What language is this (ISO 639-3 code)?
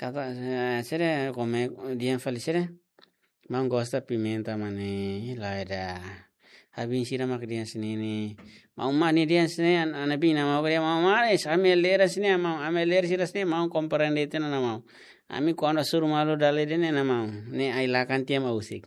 tet